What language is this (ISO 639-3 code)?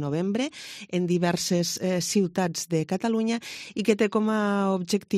cat